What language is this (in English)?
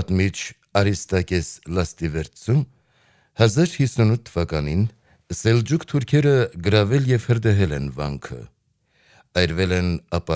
Armenian